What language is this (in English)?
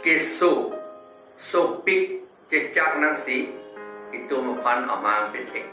Karbi